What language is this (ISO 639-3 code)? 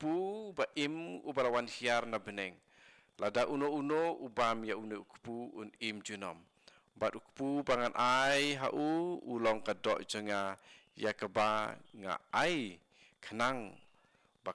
kha